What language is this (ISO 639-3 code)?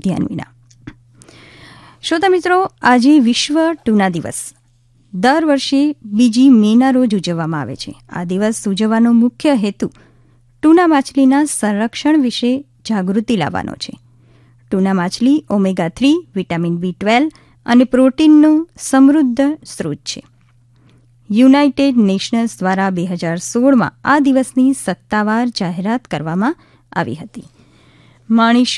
guj